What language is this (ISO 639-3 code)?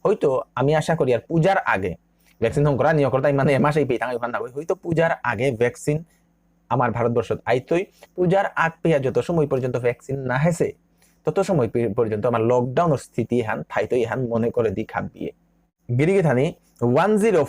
bpy